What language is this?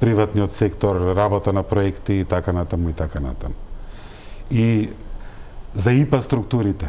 Macedonian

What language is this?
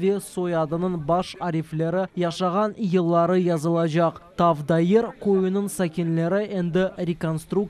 Crimean Tatar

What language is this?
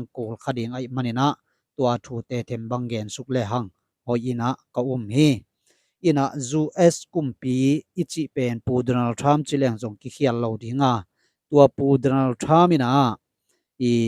Tedim Chin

